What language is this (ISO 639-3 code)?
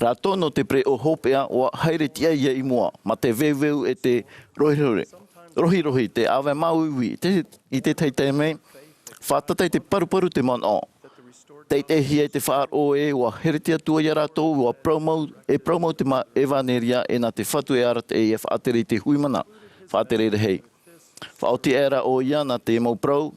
tah